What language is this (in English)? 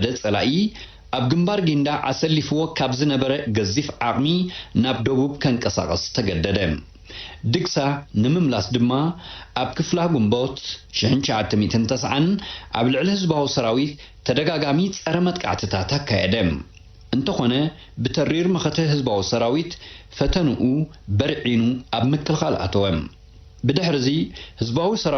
Tigrinya